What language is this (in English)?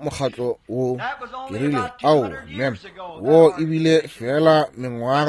Northern Sotho